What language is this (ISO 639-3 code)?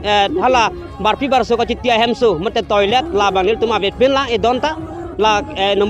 mjw